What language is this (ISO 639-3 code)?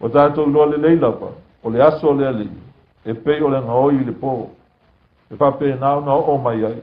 smo